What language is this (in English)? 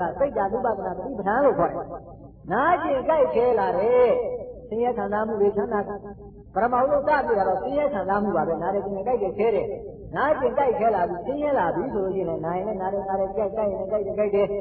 Burmese